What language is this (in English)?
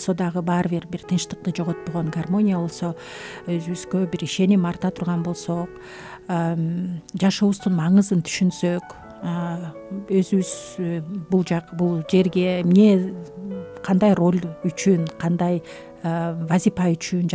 Kyrgyz